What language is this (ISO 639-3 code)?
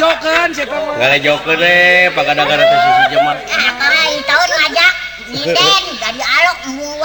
sun